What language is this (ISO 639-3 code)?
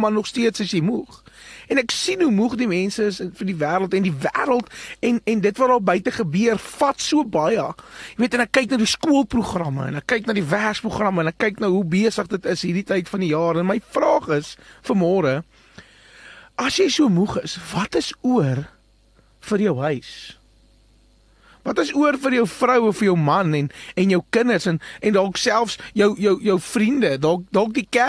afr